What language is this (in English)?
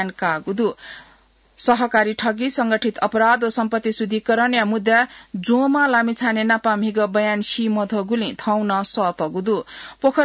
Newari